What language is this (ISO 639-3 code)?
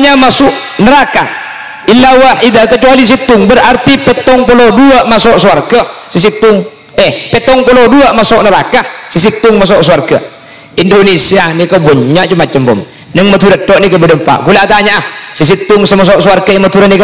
mad